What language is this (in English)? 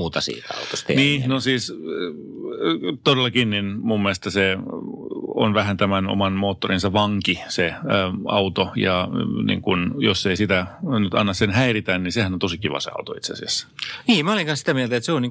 Finnish